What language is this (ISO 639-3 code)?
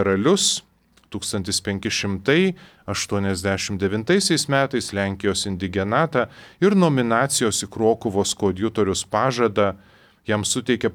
lit